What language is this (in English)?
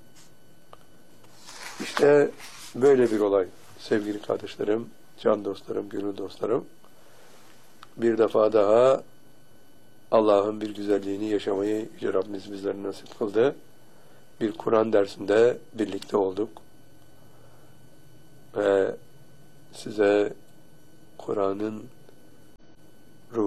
Turkish